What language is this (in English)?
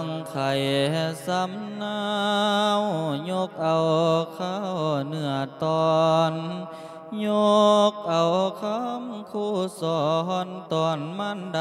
Lao